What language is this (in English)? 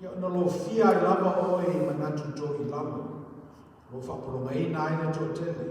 Samoan